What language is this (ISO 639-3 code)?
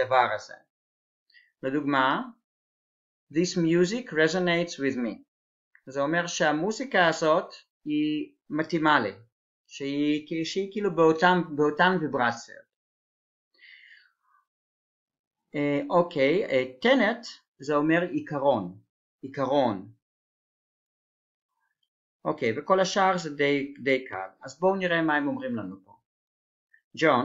heb